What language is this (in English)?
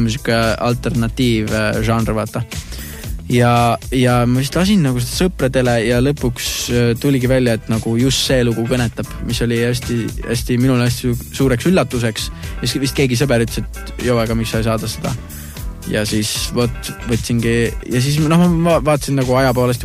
Estonian